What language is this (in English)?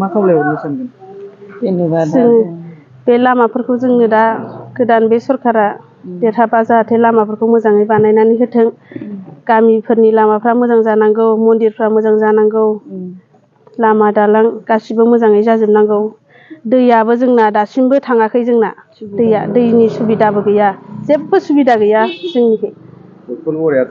Bodo